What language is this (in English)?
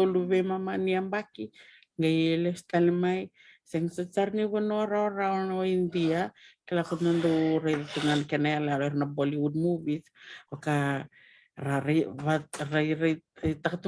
Fijian